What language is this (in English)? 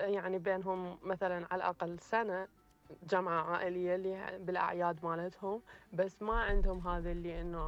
Mesopotamian Arabic